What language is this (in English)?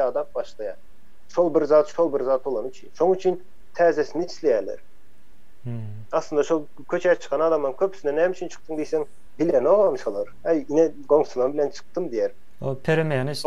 Turkmen